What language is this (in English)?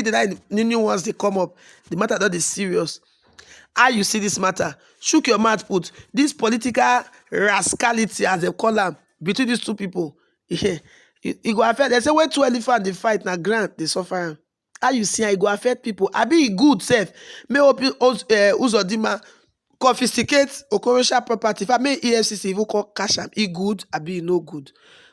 Nigerian Pidgin